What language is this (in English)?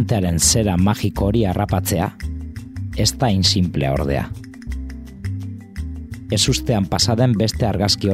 Basque